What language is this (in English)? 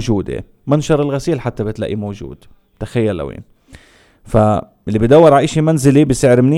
North Levantine Arabic